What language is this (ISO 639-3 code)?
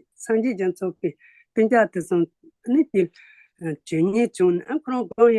bod